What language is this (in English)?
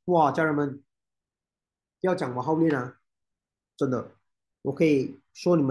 Chinese